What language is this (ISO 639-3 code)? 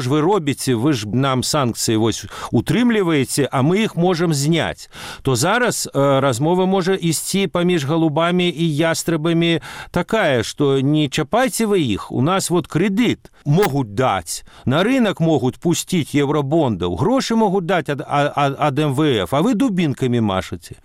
bel